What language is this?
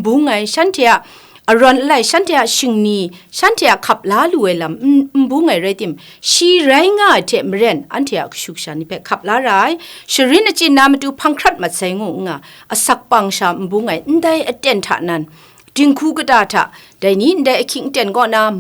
Kachin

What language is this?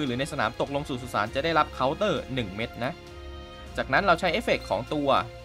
Thai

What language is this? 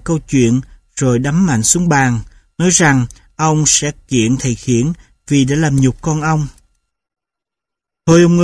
Vietnamese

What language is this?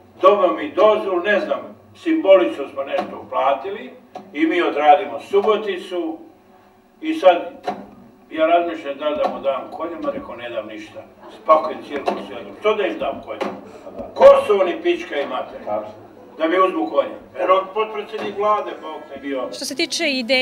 Serbian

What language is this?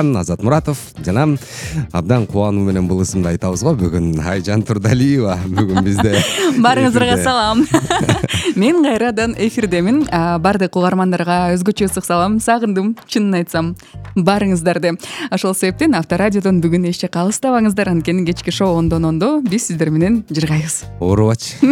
Kyrgyz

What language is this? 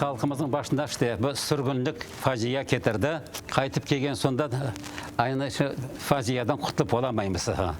Crimean Tatar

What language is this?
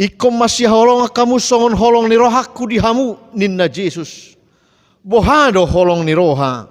Batak Toba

